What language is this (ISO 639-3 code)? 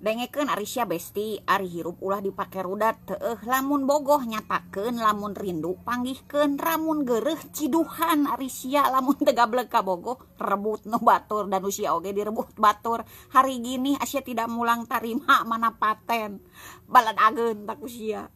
sun